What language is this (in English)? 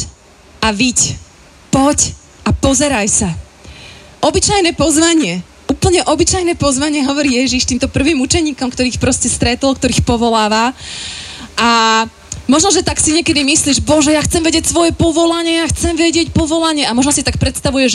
Slovak